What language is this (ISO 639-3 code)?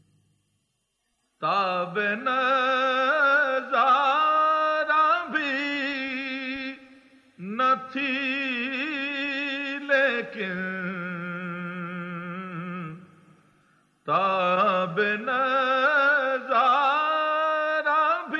urd